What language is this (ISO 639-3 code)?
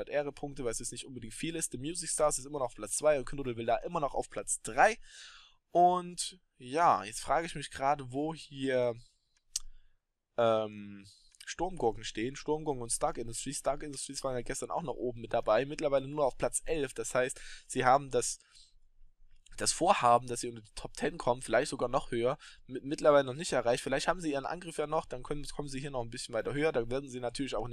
deu